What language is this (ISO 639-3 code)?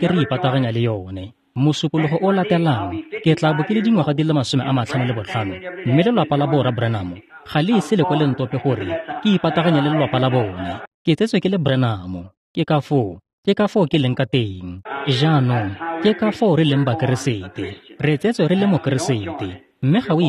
tsn